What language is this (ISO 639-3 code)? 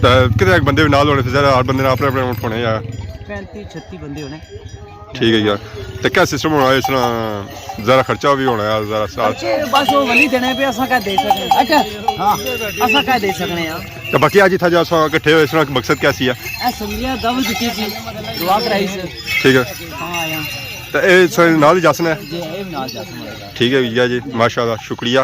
phr